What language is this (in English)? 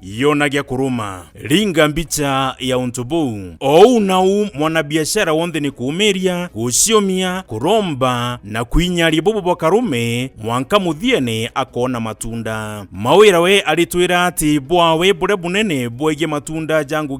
Meru